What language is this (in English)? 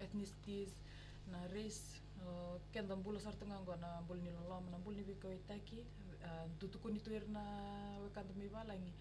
Fijian